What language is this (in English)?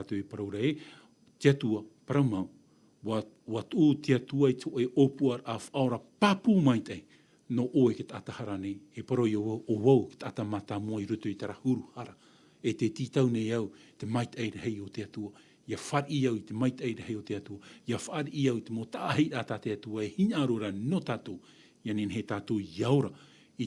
Tahitian